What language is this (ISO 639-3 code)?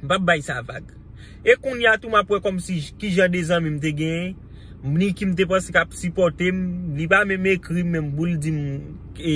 hat